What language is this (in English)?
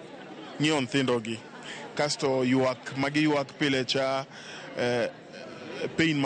Luo (Kenya and Tanzania)